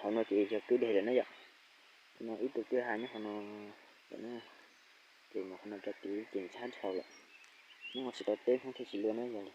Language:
Hmong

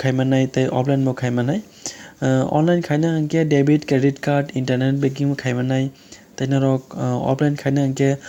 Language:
Kok Borok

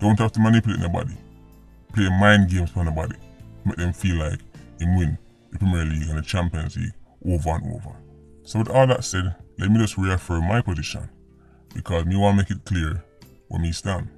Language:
Jamaican Creole English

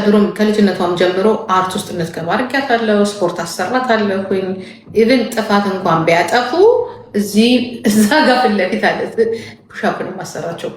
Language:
Amharic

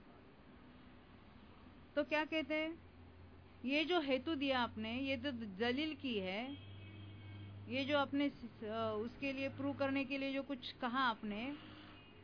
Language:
Hindi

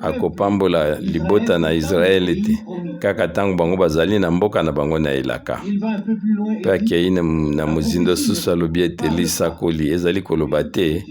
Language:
Lingala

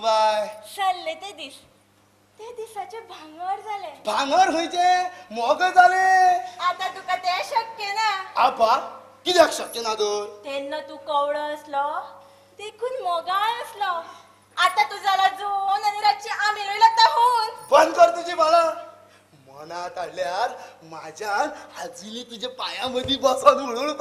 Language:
Konkani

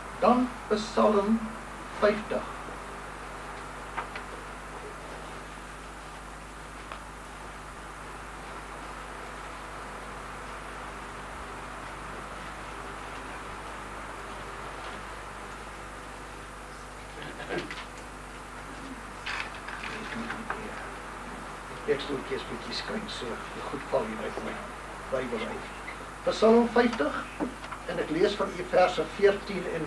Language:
Afrikaans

